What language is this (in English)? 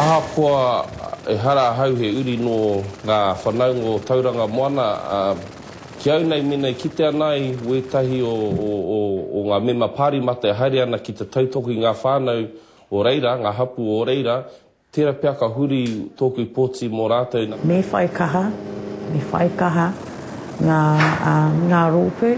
Māori